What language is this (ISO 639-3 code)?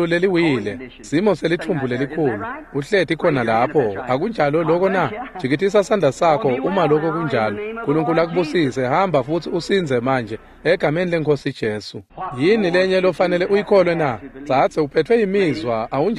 ssw